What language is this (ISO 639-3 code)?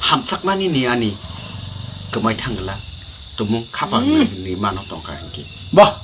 trp